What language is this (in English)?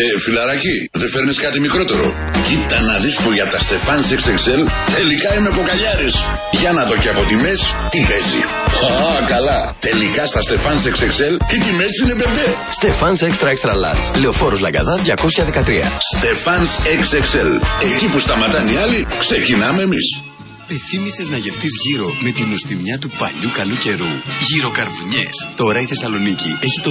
Greek